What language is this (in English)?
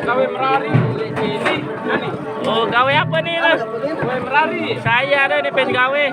Sasak